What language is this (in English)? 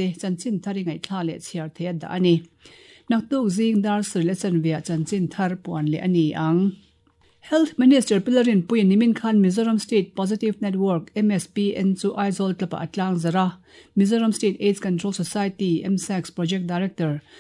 Mizo